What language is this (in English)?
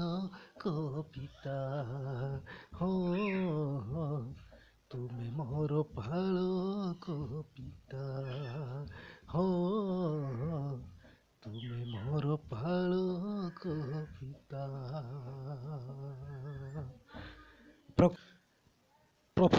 Odia